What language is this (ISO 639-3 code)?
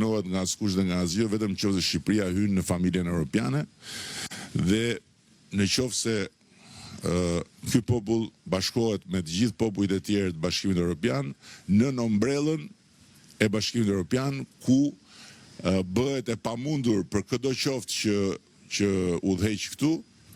sqi